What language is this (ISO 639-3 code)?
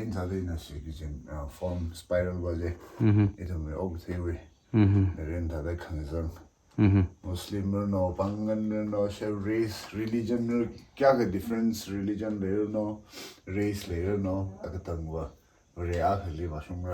nmf